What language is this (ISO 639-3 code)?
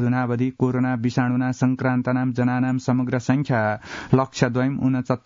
san